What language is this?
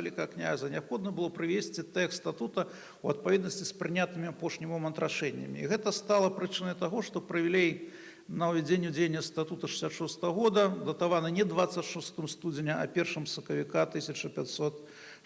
Belarusian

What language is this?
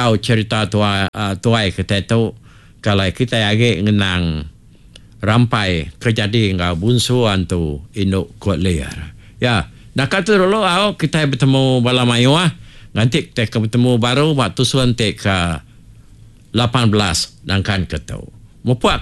Iban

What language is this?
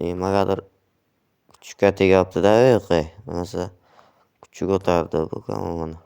Uzbek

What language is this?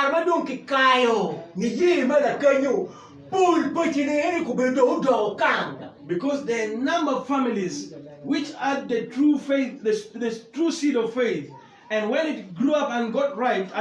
Acoli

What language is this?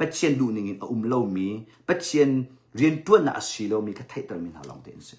Hakha Chin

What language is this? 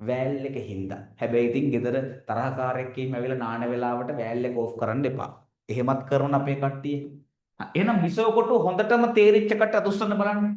Sinhala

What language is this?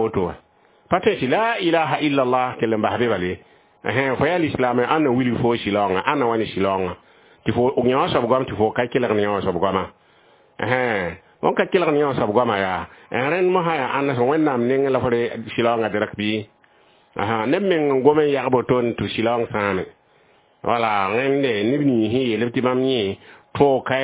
Mossi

